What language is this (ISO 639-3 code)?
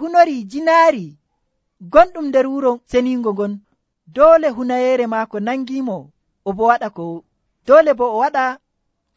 fuv